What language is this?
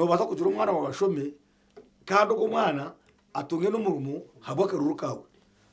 Nyankole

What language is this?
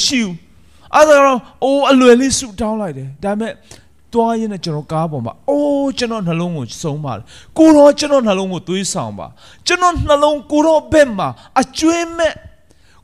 Burmese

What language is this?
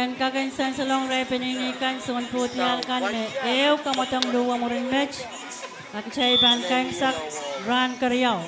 Pohnpeian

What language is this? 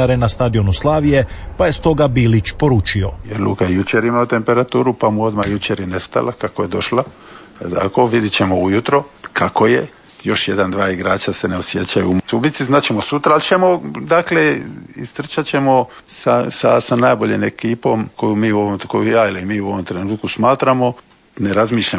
Croatian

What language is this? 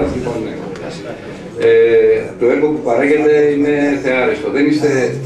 Greek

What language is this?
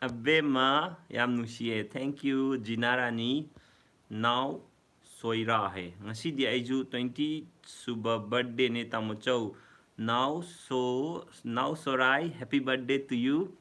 Manipuri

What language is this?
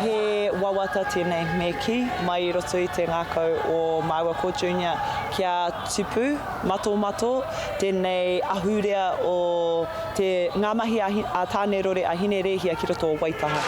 Māori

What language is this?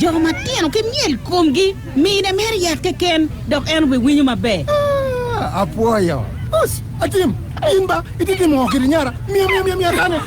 Acoli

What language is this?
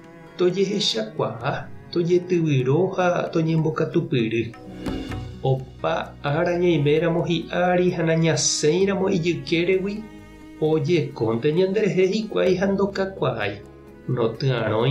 Guarani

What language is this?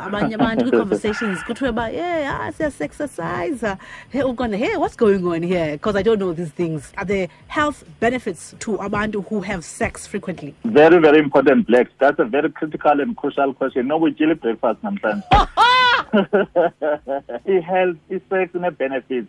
Xhosa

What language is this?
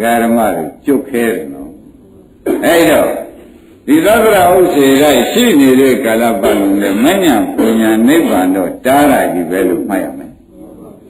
Burmese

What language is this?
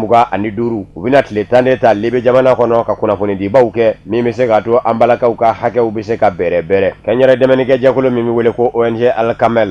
Bambara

